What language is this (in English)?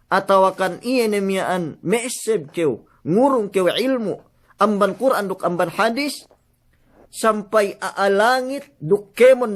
Yakan